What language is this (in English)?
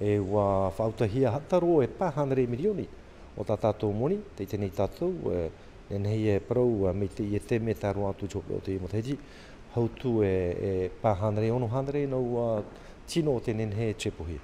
Tahitian